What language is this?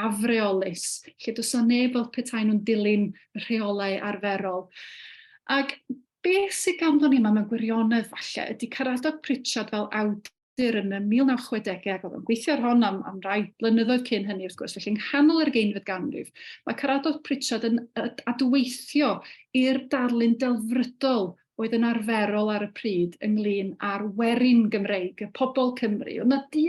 Welsh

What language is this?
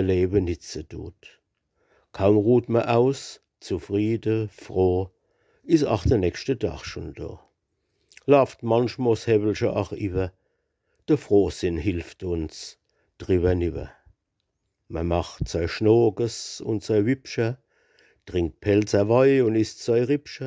Palatine German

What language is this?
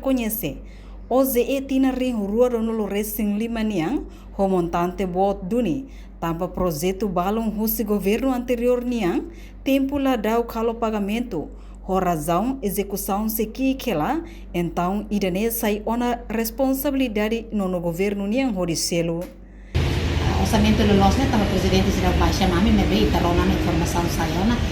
Tetum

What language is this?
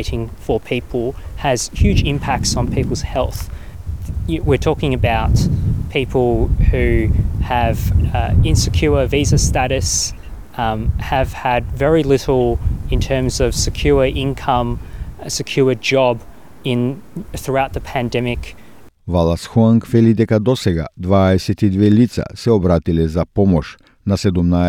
Macedonian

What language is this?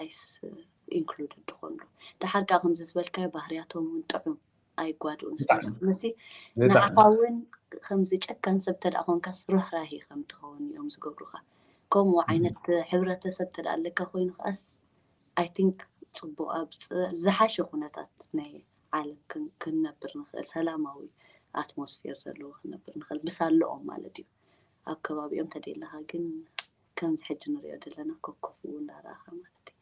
Tigrinya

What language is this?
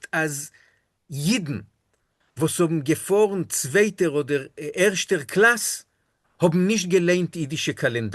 Yiddish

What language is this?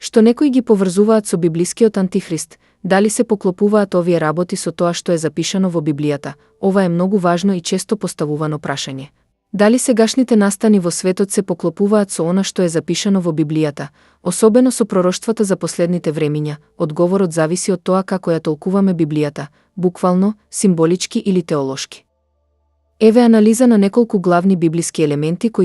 Macedonian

